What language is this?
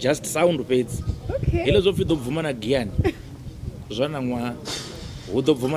Venda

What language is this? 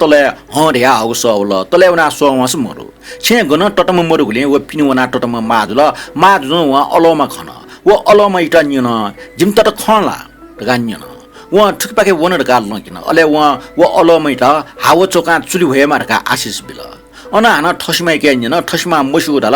Newari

